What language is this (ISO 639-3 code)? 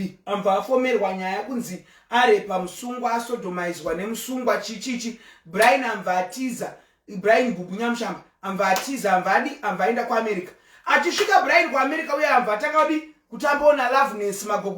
sna